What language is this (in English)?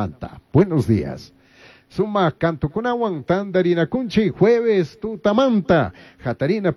Chimborazo Highland Quichua